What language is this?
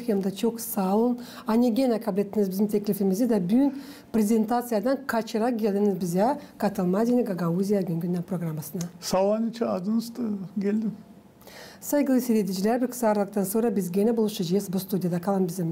Gagauz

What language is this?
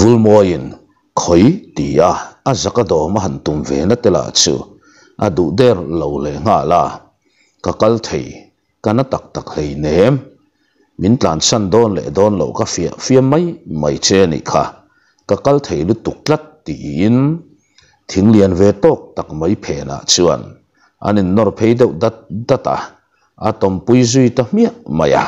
Mizo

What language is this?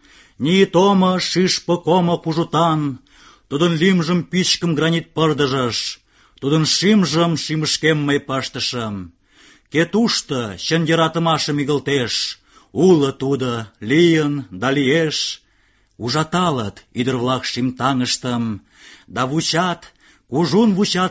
Mari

